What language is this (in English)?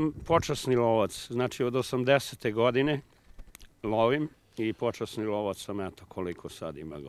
Serbian